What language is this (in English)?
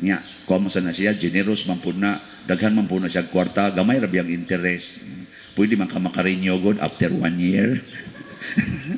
Cebuano